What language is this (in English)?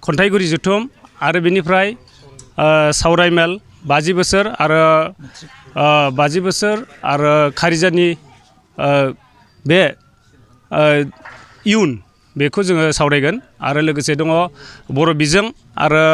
Bodo